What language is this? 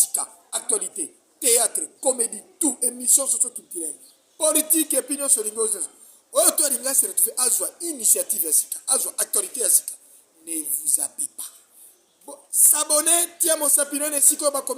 Lingala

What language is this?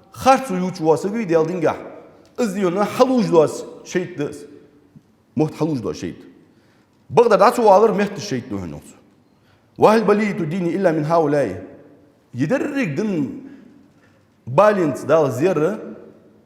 Ingush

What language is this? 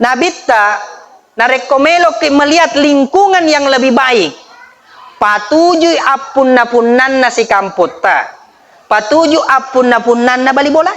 Buginese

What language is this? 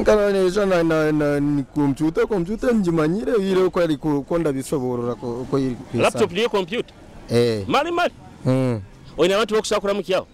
Nyoro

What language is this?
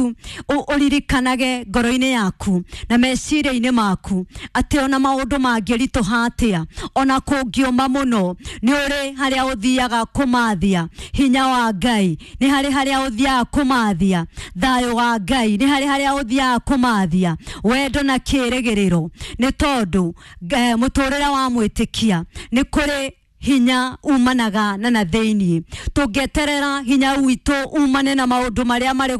Kikuyu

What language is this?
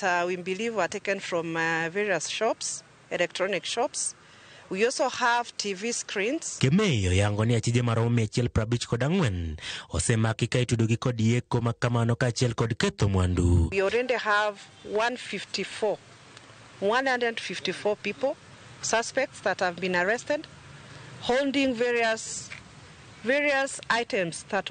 Luo (Kenya and Tanzania)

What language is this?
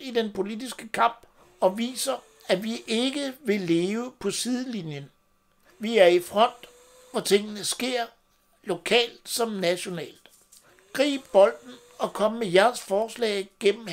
Danish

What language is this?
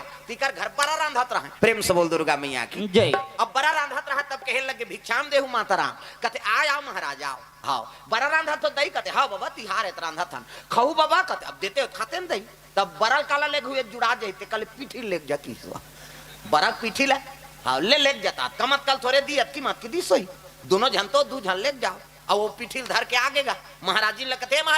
Chhattisgarhi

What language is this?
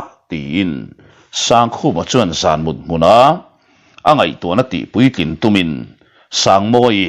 Mizo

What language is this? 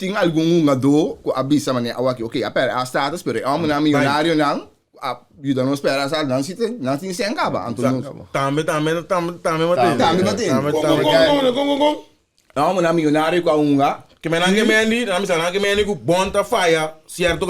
Papiamento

